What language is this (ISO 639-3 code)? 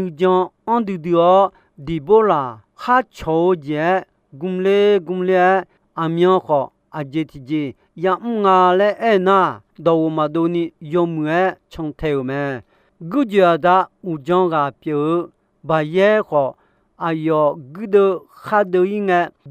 ahk